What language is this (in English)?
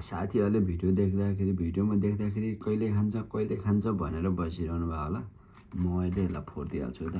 Nepali